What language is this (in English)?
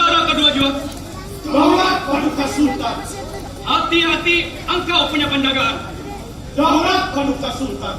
Banjar